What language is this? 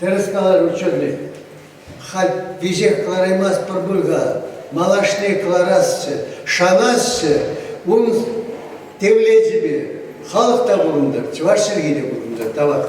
Chuvash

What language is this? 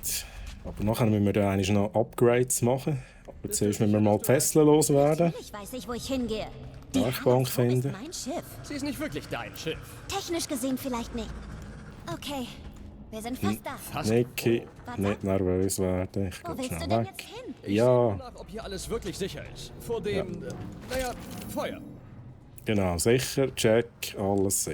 Swiss German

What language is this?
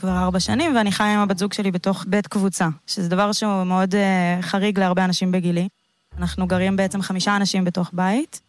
Hebrew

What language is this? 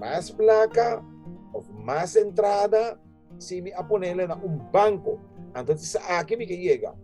Papiamento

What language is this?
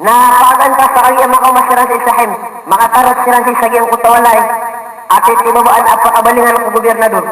Maranao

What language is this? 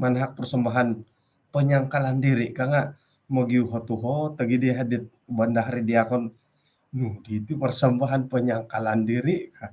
Central Dusun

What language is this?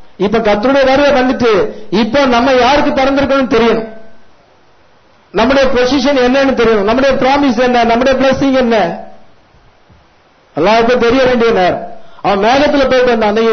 Tamil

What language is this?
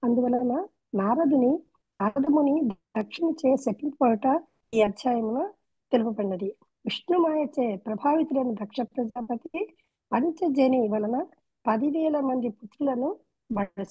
Telugu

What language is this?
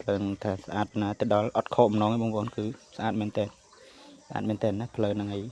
Khmer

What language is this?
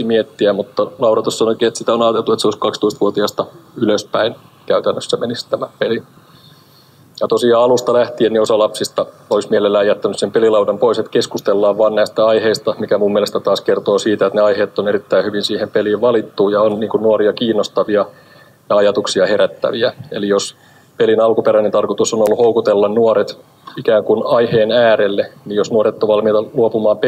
Finnish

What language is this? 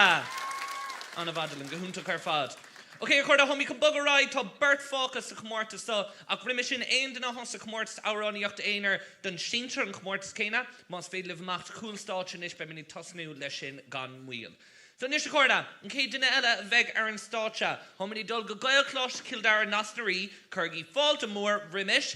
Irish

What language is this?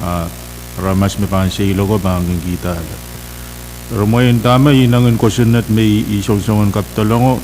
Pohnpeian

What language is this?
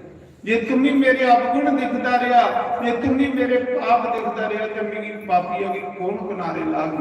Dogri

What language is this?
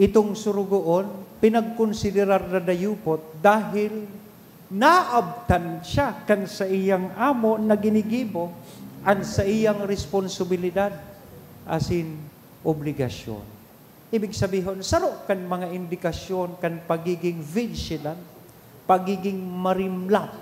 Bikol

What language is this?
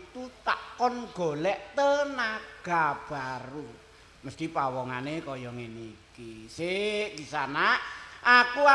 Javanese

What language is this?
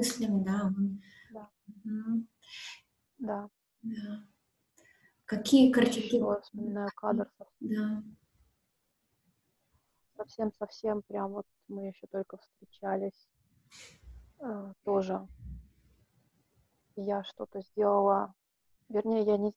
Russian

